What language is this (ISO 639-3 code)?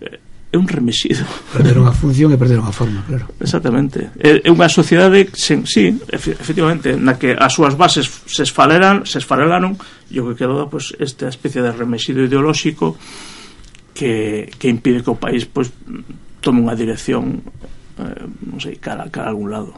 glg